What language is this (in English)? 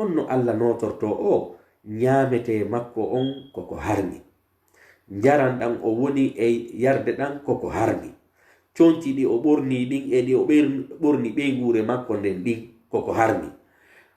Pular